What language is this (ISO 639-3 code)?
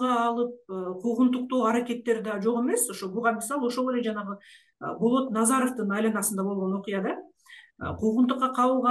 kir